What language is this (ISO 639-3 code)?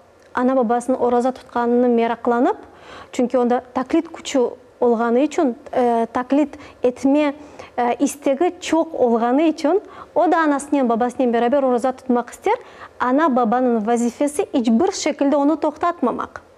crh